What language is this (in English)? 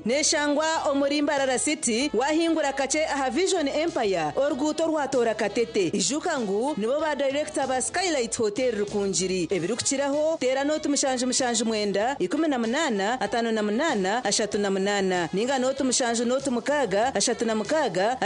Nyankole